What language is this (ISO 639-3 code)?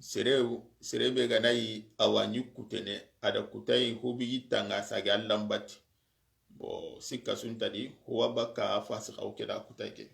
snk